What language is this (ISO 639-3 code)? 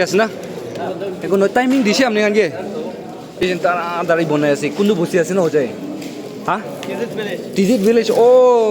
nag